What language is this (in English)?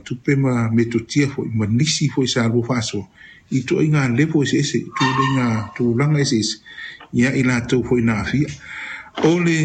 Samoan